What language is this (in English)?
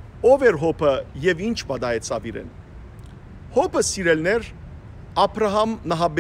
Western Armenian